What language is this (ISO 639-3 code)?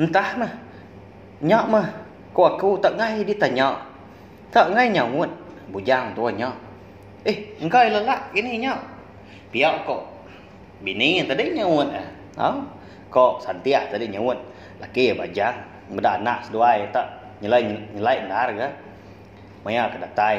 iba